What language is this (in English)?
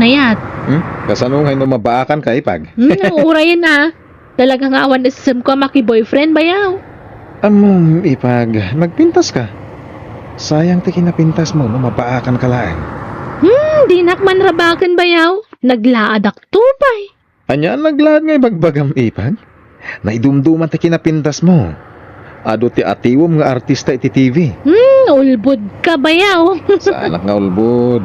Iloko